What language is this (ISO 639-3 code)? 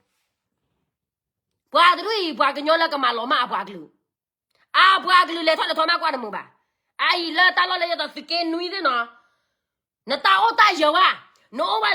ksw